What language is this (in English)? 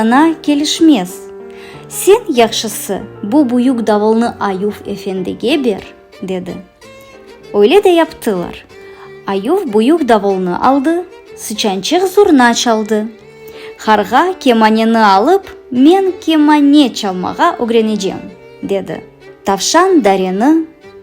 Crimean Tatar